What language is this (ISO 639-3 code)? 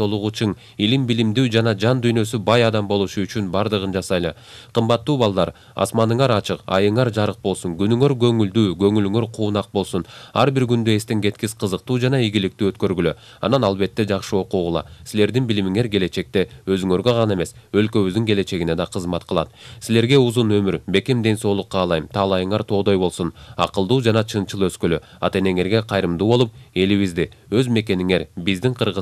kir